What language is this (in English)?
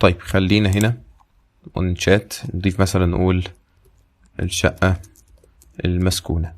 Egyptian Arabic